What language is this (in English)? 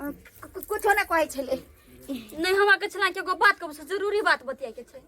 Maithili